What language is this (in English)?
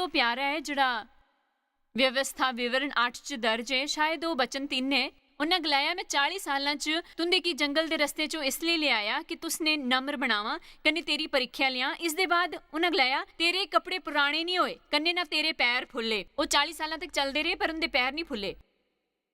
Dogri